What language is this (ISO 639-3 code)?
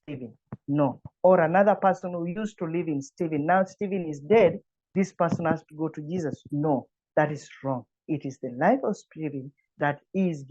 eng